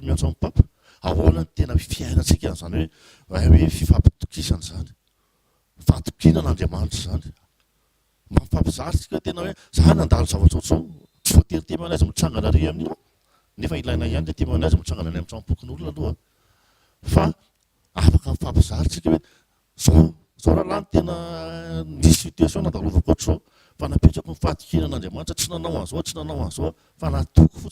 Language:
Malagasy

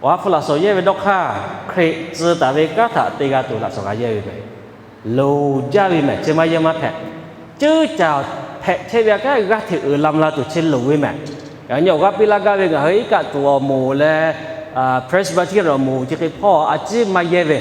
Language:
Lahu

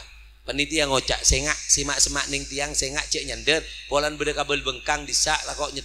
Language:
Madurese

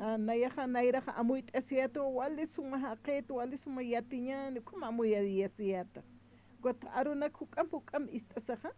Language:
Aymara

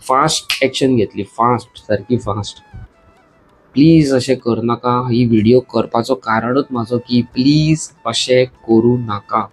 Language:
Konkani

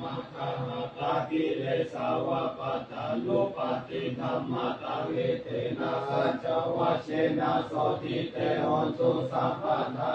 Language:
Pali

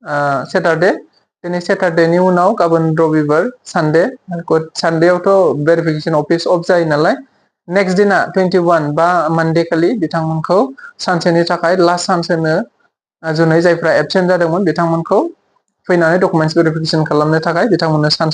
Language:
Bodo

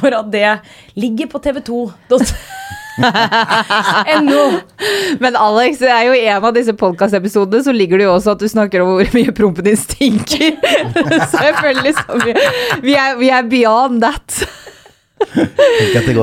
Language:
Norwegian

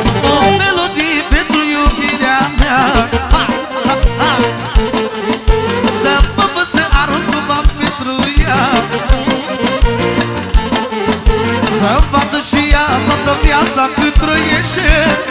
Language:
Romanian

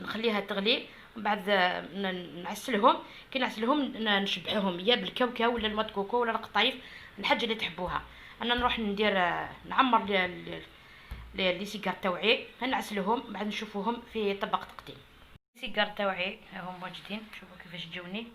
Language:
Algerian Arabic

